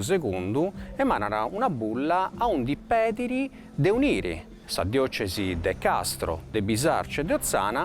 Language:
Sardinian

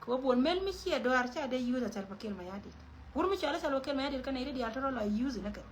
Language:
Nuer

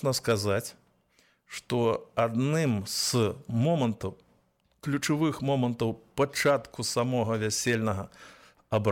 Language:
Belarusian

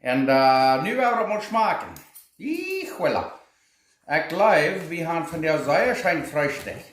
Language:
Plautdietsch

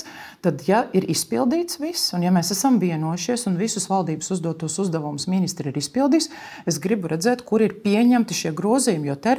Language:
Latvian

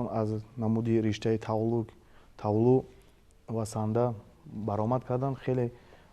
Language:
Tajik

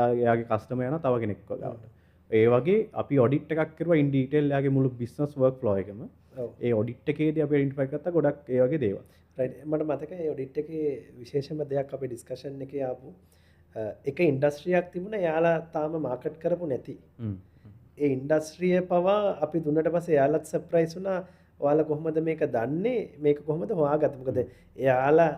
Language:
Sinhala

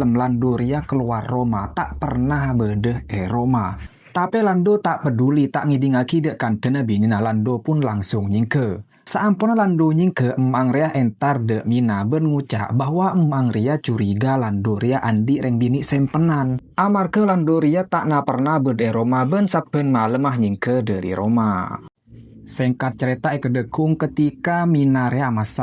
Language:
Madurese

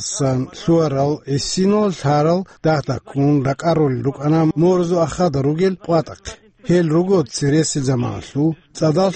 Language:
Avaric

